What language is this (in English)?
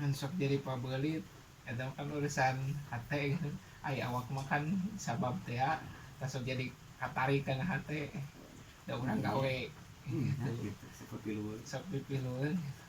Sundanese